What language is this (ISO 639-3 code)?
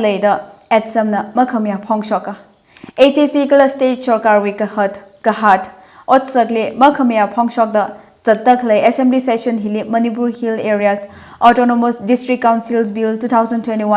nmf